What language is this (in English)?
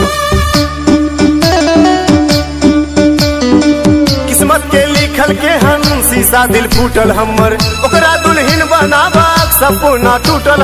Maithili